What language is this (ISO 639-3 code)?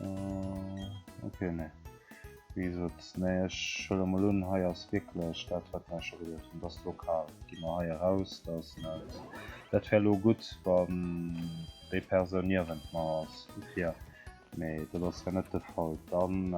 ltz